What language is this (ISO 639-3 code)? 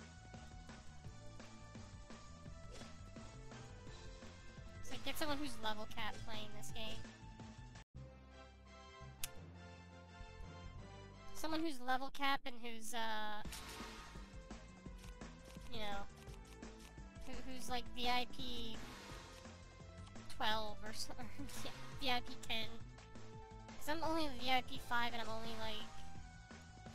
eng